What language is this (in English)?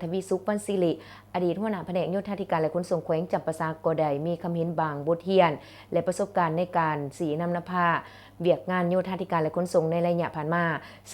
Lao